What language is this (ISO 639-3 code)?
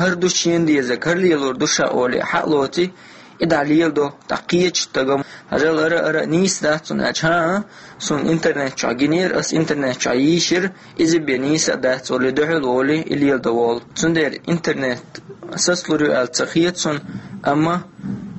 che